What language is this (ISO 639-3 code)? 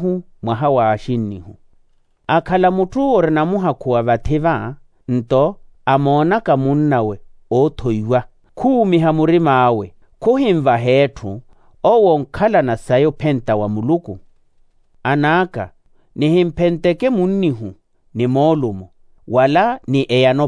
vmw